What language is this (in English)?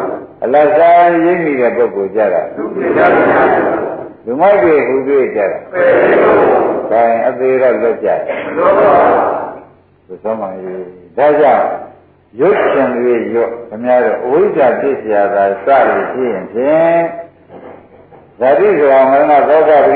Burmese